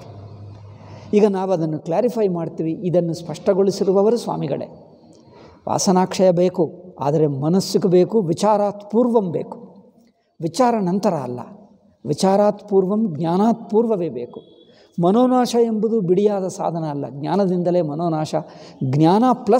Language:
Kannada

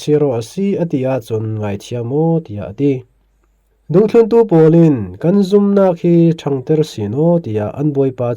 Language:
Falam Chin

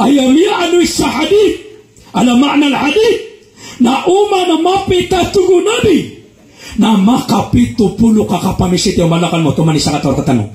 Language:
Maranao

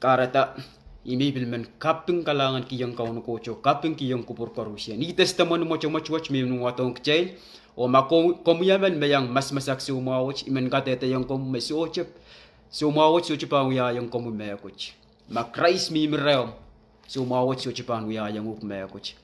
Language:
Pohnpeian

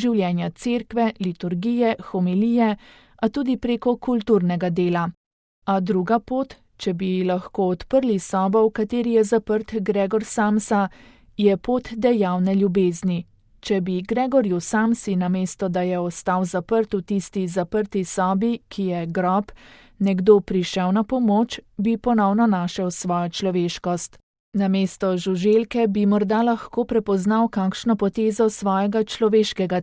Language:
Slovenian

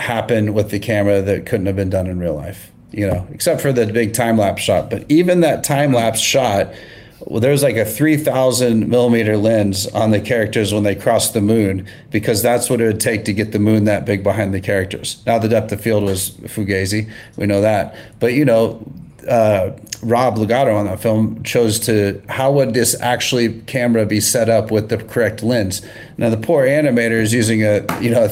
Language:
English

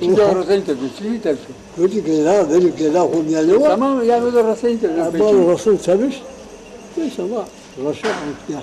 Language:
Zaza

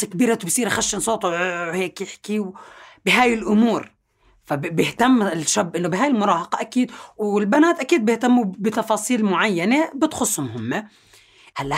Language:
North Levantine Arabic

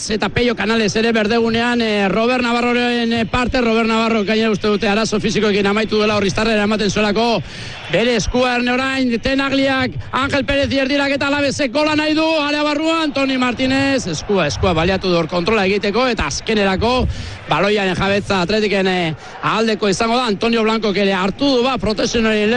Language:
Basque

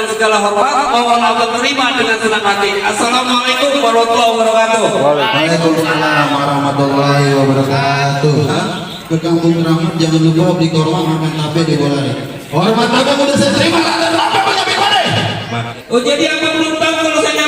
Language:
Betawi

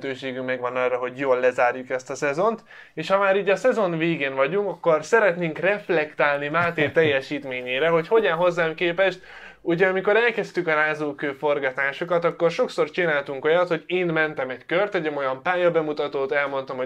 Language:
Hungarian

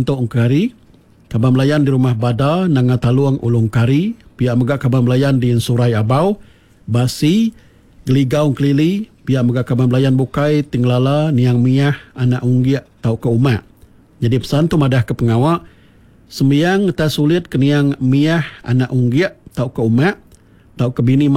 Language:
Iban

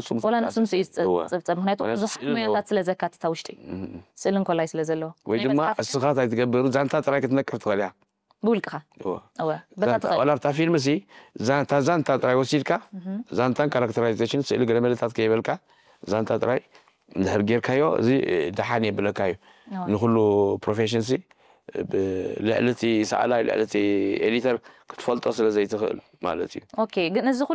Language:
Tigrinya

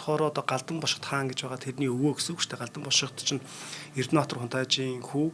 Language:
Mongolian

